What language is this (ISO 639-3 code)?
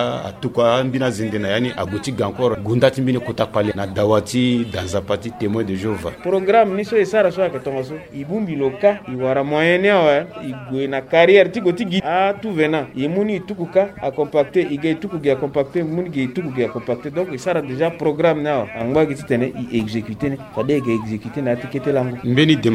sag